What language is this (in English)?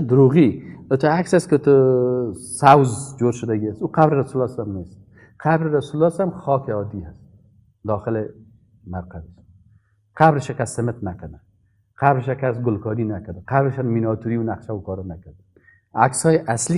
Persian